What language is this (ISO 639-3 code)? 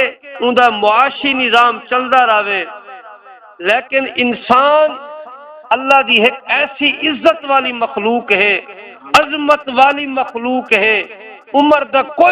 skr